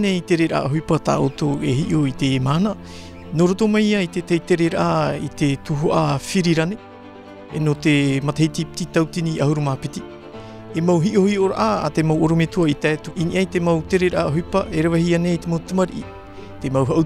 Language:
Tahitian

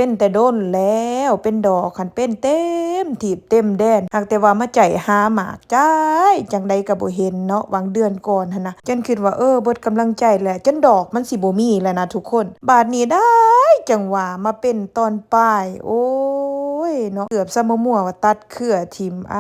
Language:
Lao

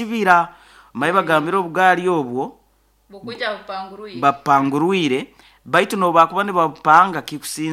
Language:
Nyoro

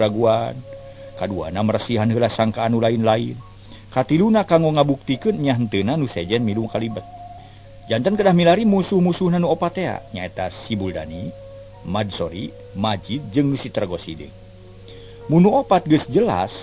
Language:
Sundanese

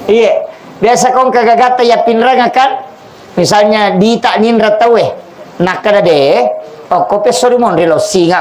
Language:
Buginese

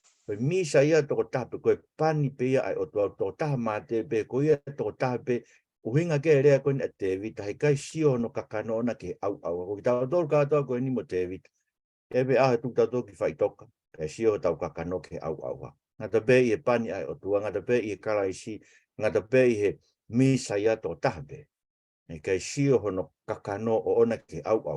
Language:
Tongan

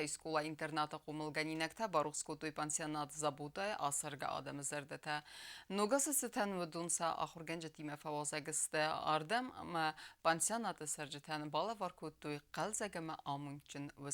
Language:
Ossetic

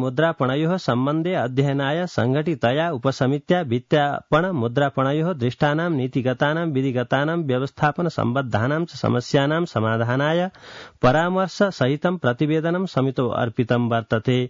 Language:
Sanskrit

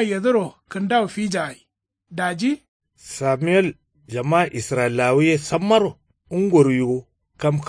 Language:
Kanuri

